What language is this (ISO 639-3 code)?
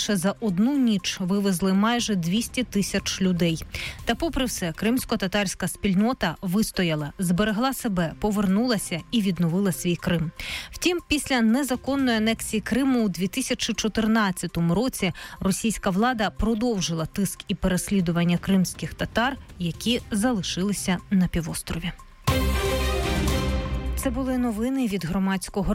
ukr